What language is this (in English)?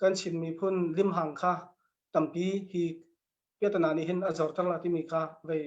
Hakha Chin